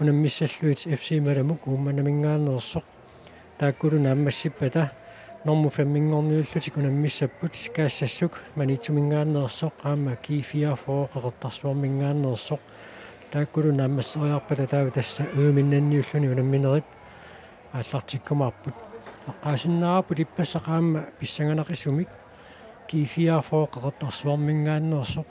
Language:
Kalaallisut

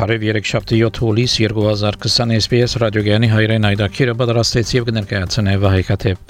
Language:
Armenian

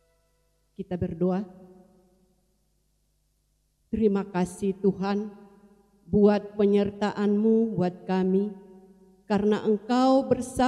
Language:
Indonesian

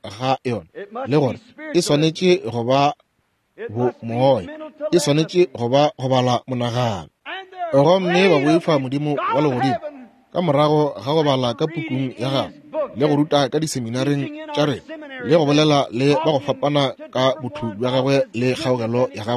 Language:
Northern Sotho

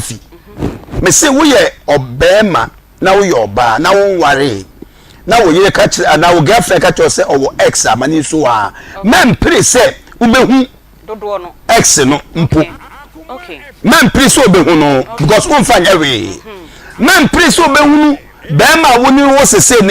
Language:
Akan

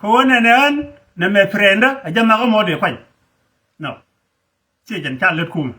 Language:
Nuer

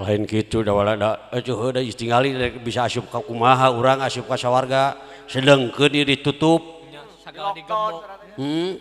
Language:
Sundanese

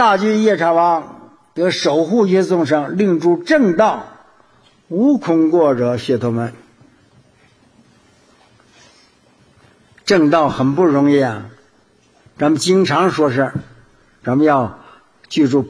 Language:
Chinese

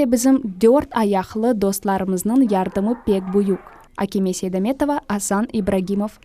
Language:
Crimean Tatar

